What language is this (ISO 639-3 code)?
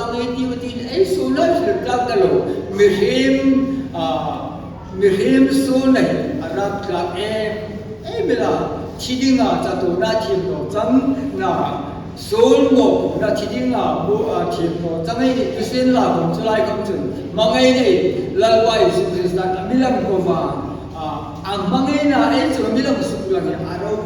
hmr